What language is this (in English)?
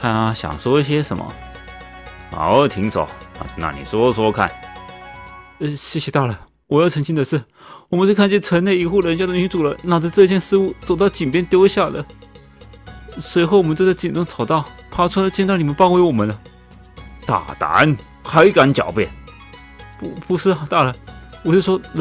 Chinese